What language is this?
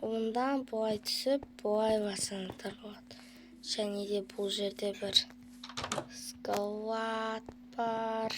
Kazakh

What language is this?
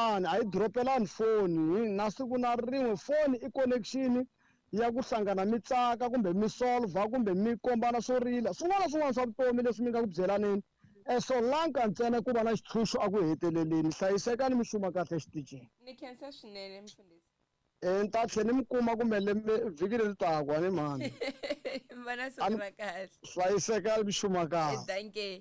Tsonga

